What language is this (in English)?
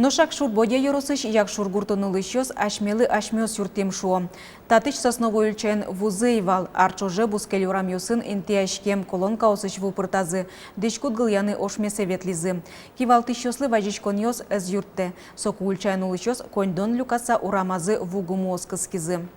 Udmurt